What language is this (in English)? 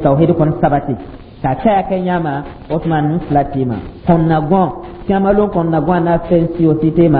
Dyula